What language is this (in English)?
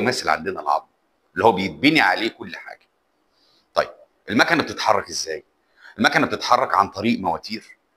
Egyptian Arabic